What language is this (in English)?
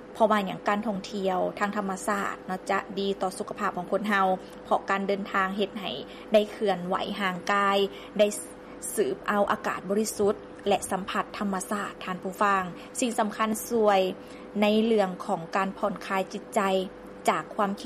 Lao